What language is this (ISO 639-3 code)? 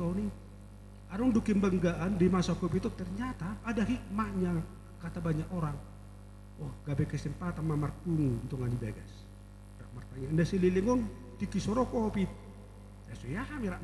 bbc